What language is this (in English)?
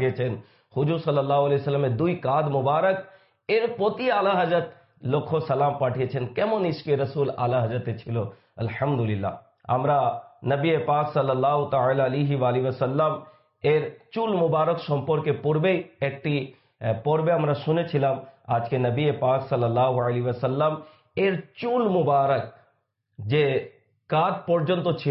Bangla